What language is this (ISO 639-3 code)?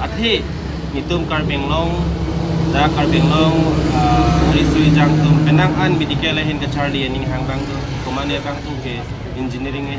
mjw